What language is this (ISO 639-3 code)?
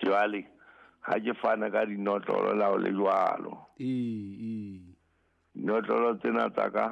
sot